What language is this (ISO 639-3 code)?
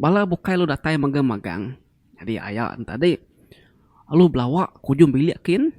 iba